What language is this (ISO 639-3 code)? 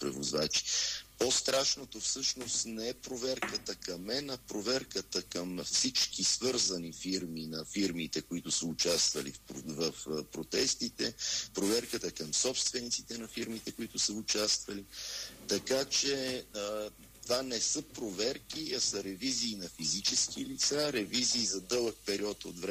bul